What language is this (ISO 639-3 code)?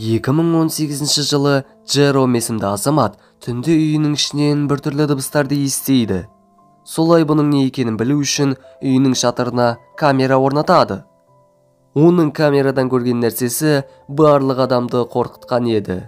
kaz